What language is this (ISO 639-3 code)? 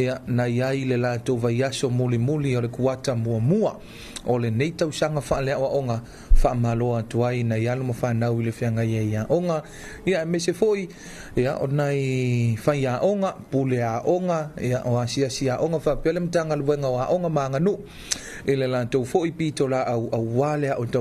smo